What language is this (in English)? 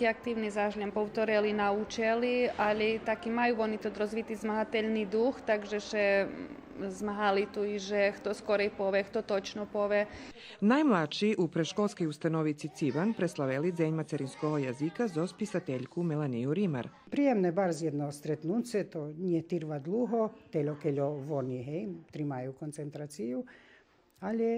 Rusyn